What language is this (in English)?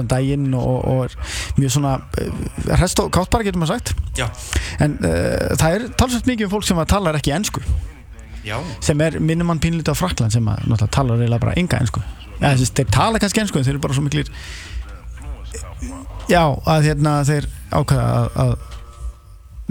Icelandic